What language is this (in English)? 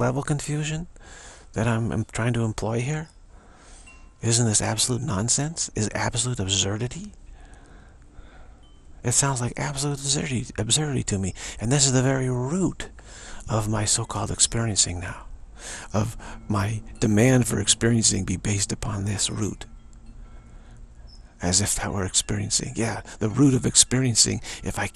English